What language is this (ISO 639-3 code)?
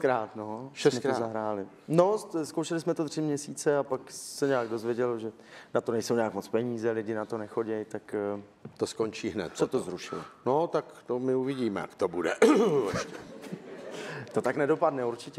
ces